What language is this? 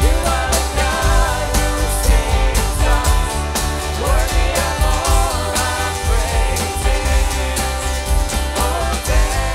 Plautdietsch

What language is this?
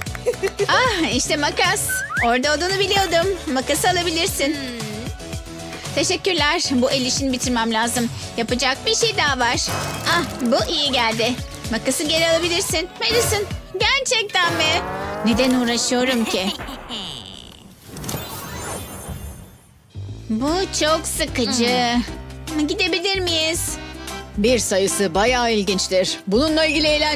Turkish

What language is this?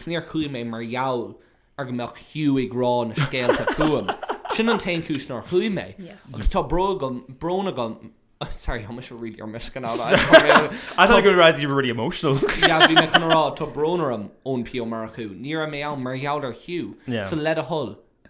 Irish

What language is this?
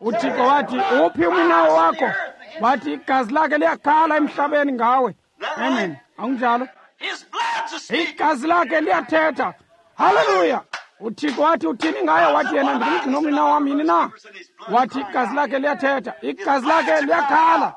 Xhosa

